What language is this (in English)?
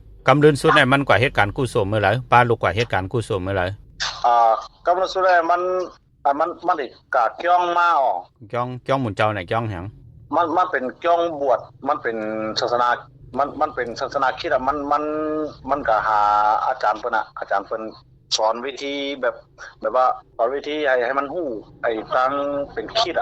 Shan